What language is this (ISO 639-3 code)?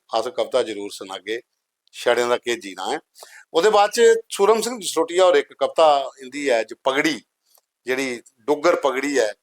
doi